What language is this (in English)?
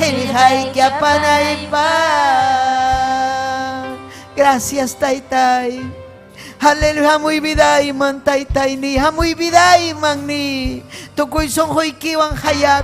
Ayacucho Quechua